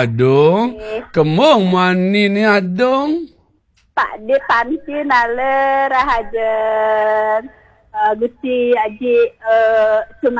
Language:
Balinese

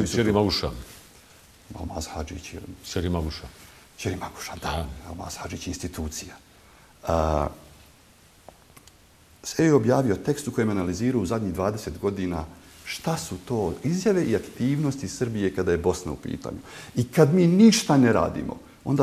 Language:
Bosnian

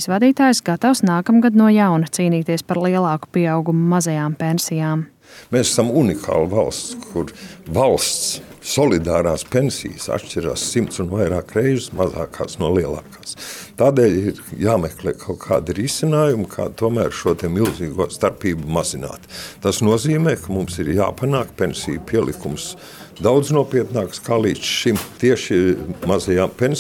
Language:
Latvian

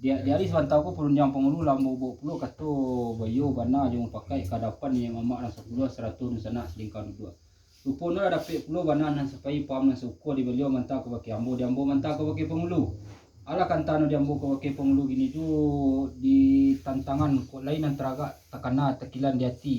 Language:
Minangkabau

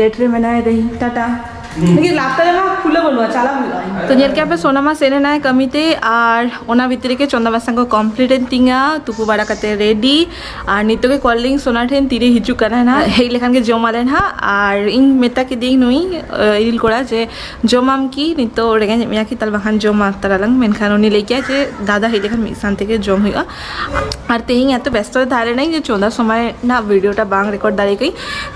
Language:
Santali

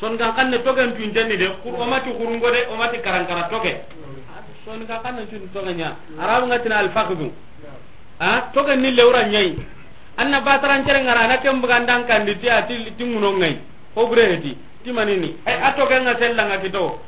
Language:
Soninke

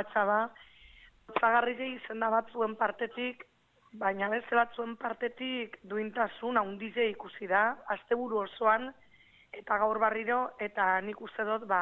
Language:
Basque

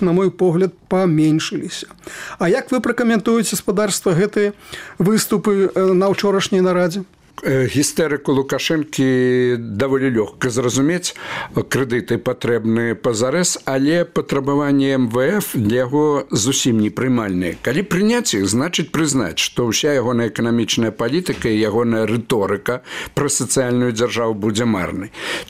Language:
Belarusian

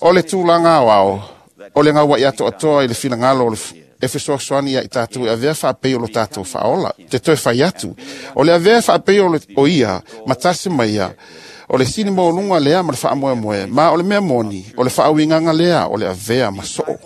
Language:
Samoan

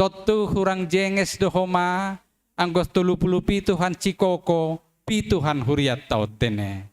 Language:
Batak Simalungun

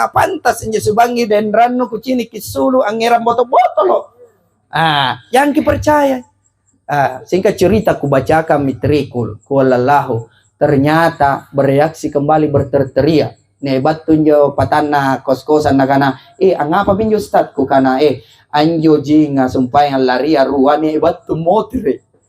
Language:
Makasar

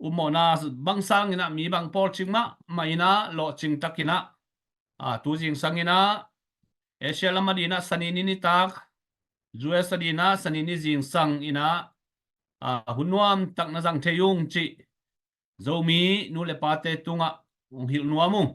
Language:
Tedim Chin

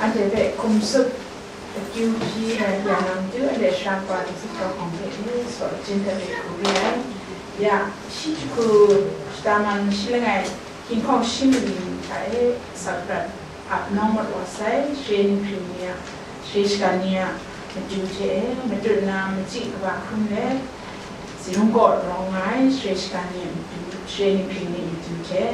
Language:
Kachin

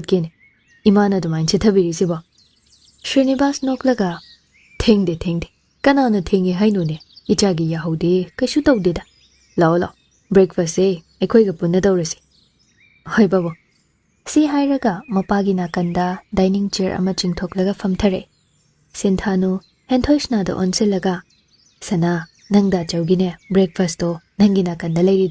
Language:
Manipuri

